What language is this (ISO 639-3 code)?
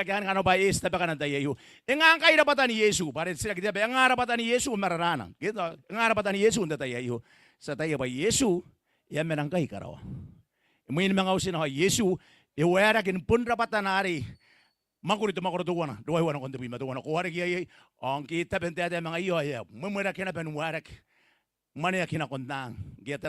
gil